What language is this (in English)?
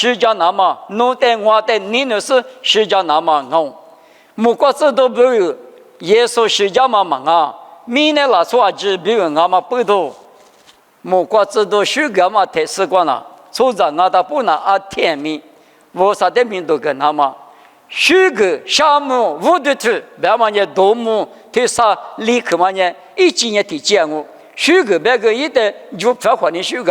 Lisu